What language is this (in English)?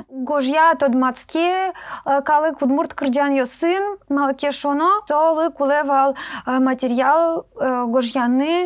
Udmurt